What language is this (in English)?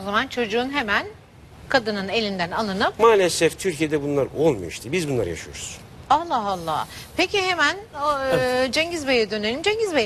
Turkish